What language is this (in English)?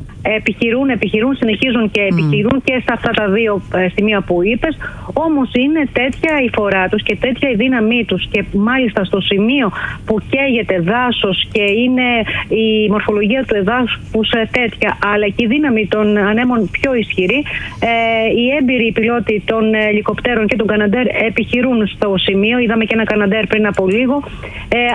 Greek